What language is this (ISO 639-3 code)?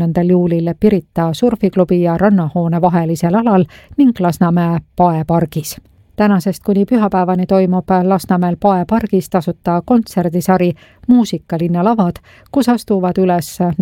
est